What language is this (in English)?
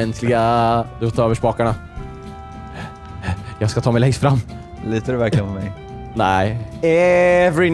Swedish